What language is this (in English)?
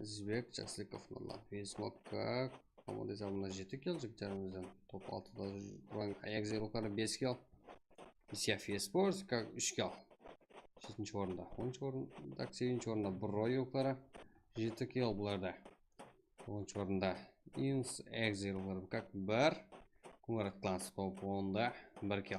Kara-Kalpak